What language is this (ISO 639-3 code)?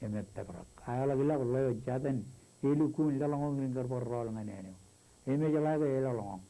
mah